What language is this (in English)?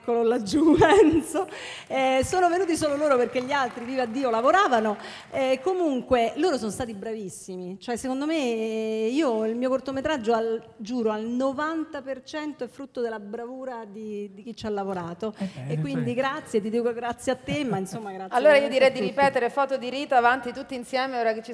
Italian